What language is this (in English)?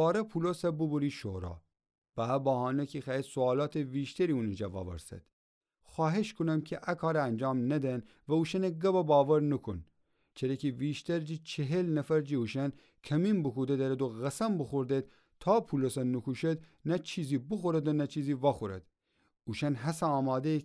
Gilaki